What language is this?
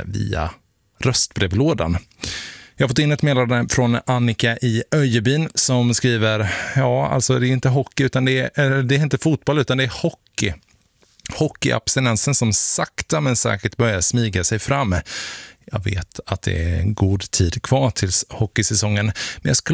Swedish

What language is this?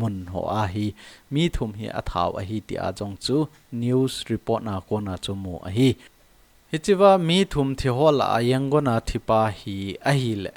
Thado Chin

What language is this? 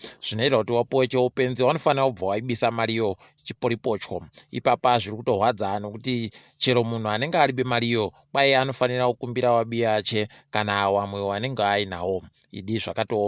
Ndau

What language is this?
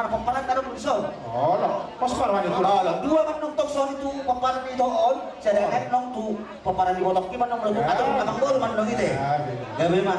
Batak Toba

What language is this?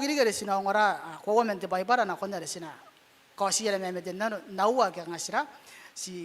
Gilbertese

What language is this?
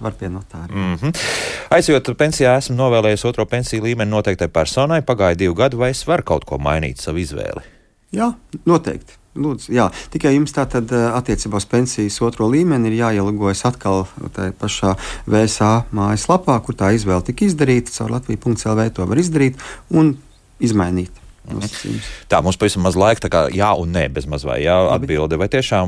Latvian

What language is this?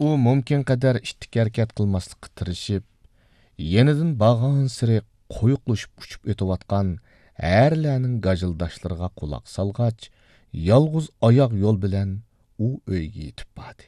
Uyghur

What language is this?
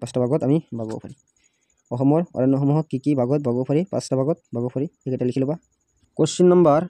Assamese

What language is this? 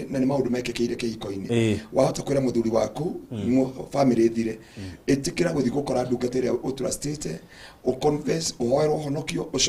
Kikuyu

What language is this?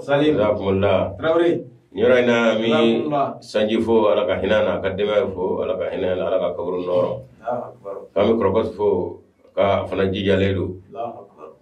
Bambara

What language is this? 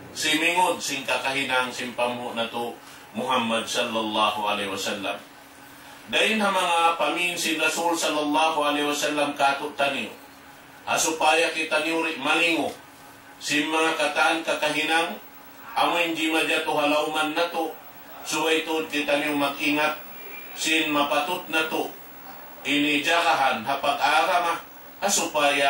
Tausug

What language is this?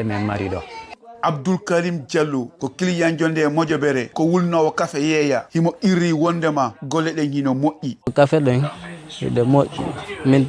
Fula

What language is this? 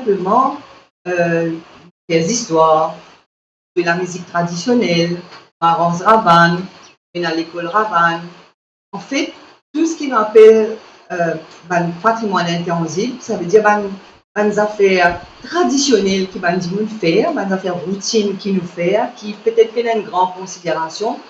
Morisyen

